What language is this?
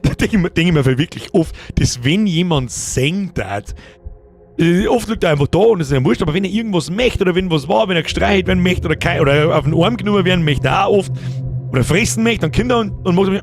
Bavarian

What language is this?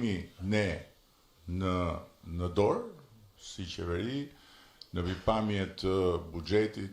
Albanian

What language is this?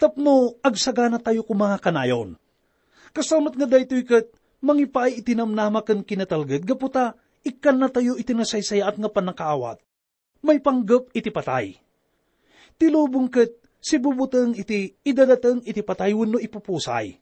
Iloko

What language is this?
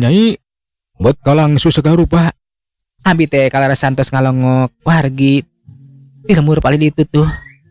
Sundanese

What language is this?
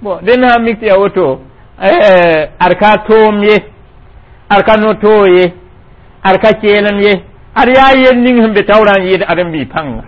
Mossi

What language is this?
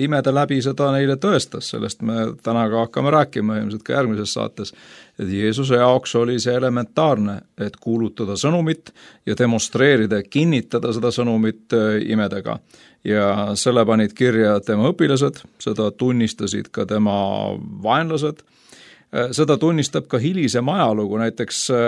Estonian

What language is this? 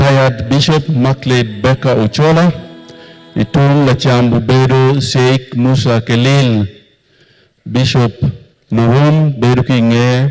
Acoli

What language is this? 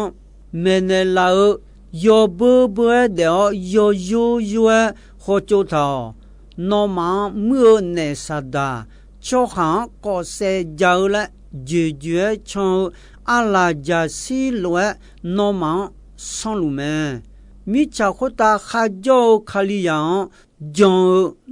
Akha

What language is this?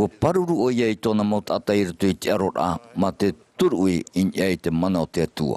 Tahitian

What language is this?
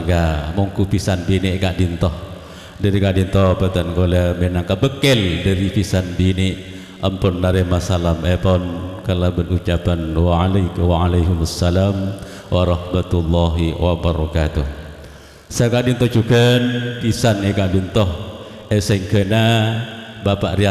Madurese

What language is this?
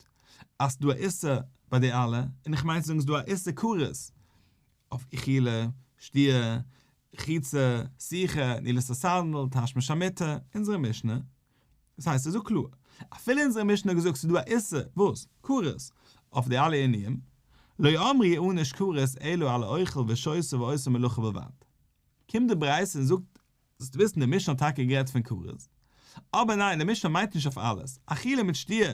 Yiddish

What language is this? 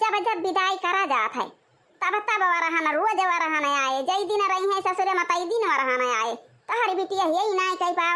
Awadhi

